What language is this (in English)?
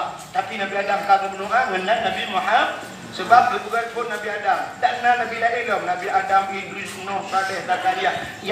Achinese